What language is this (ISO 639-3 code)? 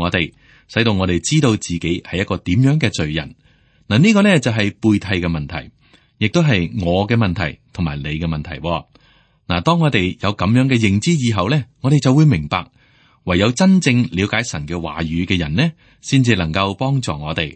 yue